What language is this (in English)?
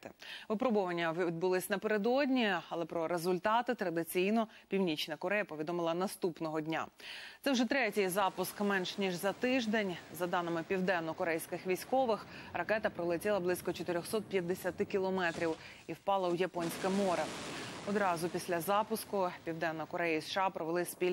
Ukrainian